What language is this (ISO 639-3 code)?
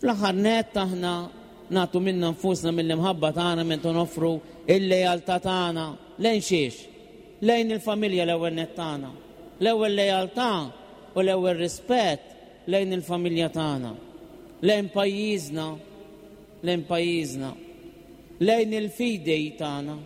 mlt